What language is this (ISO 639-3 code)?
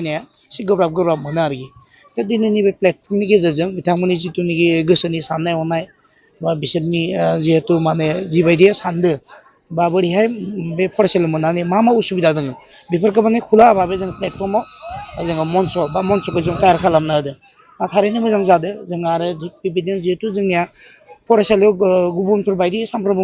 brx